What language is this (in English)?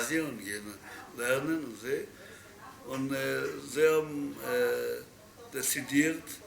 Yiddish